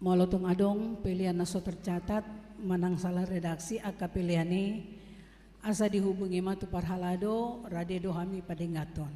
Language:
Batak Toba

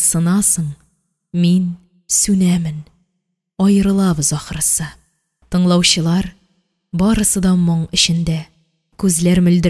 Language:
Tatar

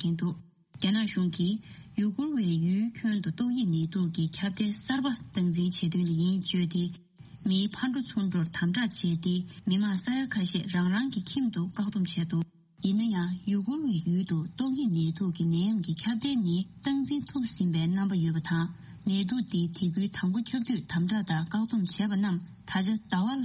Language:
Tibetan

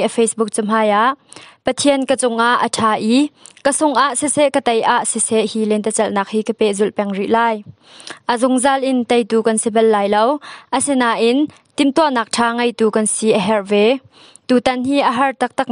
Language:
Hakha Chin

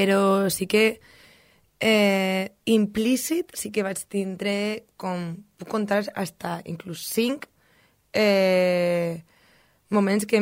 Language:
Catalan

